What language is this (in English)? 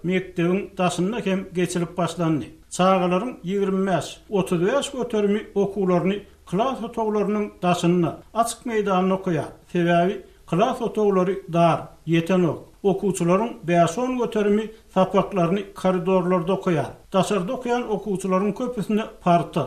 Turkmen